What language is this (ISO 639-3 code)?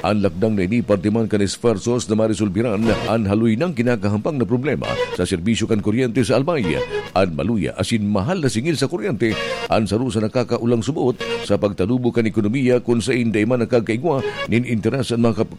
bik